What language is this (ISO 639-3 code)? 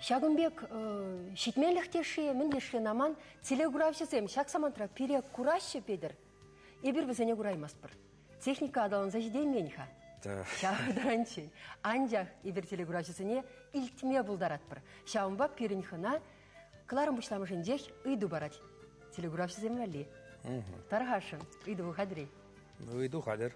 chv